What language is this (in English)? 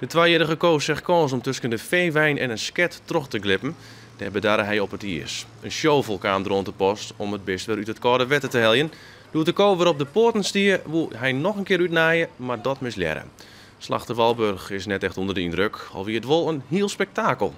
Western Frisian